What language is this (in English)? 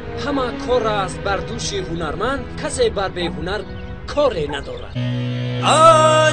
Tajik